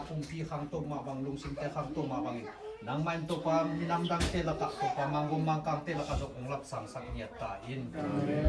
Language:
Tedim Chin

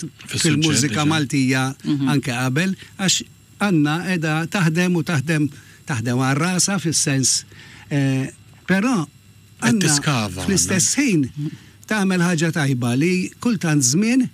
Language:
Maltese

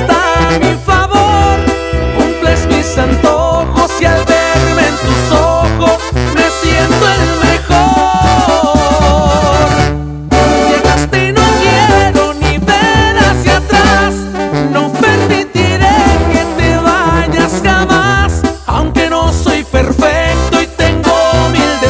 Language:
Spanish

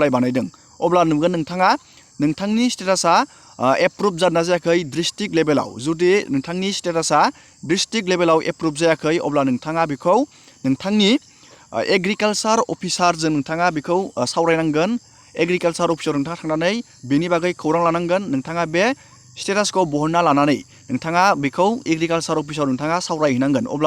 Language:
Bodo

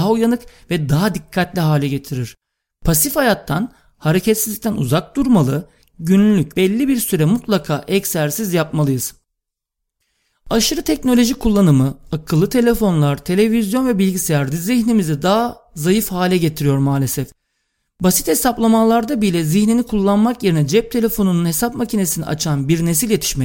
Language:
Turkish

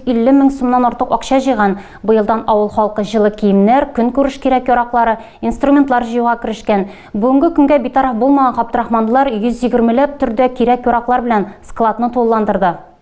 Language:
Tatar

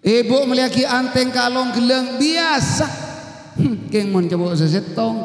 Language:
Madurese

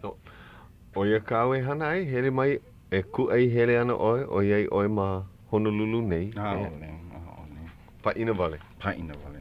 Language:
Hawaiian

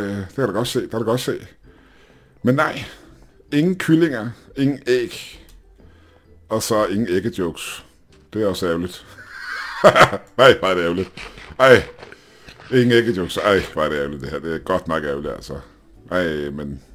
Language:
Danish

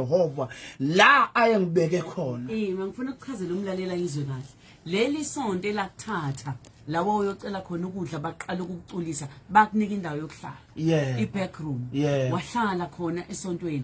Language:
Zulu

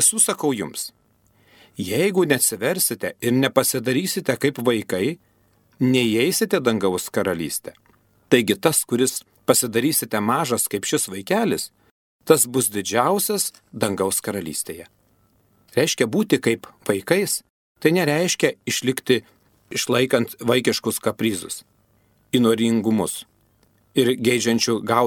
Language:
Lithuanian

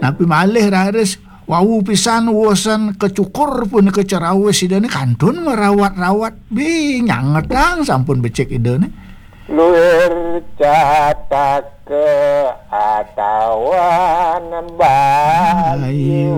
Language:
Balinese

